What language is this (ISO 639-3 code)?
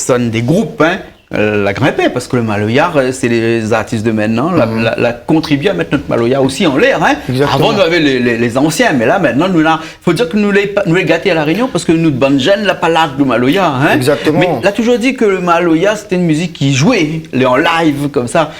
rcf